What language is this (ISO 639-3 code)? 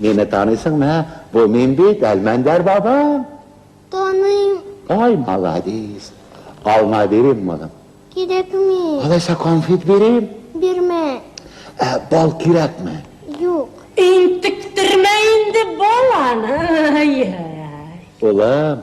tat